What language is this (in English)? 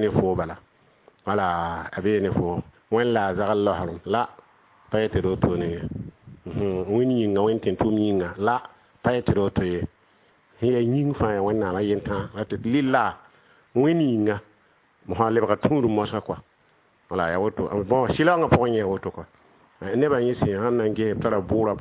Mossi